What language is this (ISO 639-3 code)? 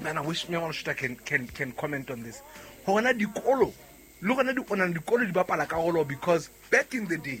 sot